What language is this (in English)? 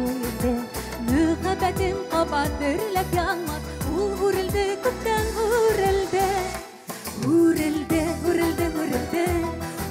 Bashkir